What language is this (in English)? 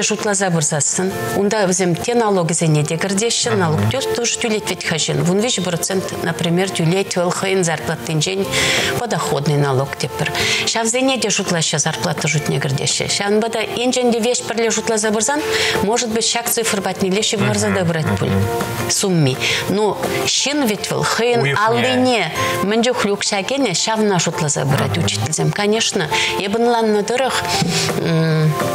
Chuvash